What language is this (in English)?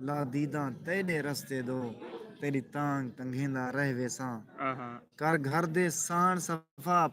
Saraiki